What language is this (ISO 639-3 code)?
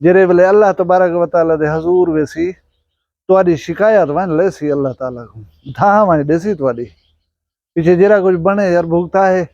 skr